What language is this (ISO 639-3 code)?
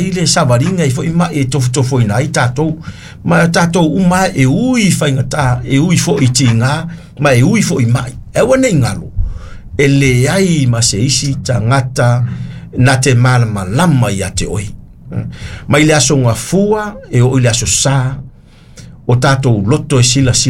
smo